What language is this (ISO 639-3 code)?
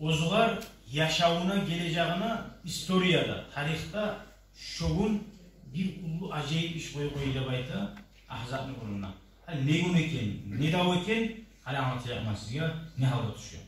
kum